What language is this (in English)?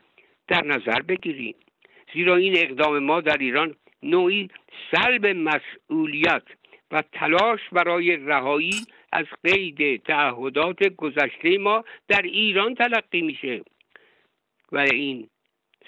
Persian